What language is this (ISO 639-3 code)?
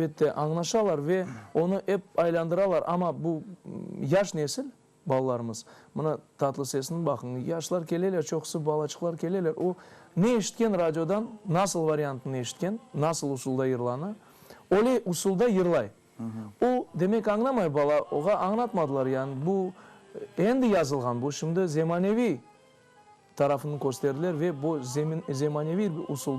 crh